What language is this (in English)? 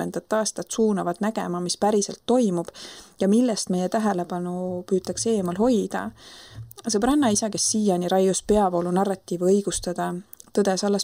Estonian